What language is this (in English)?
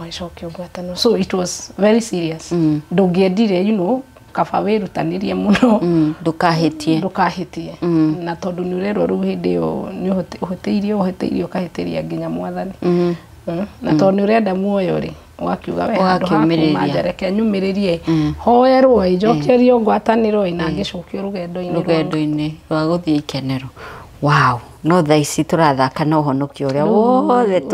Kikuyu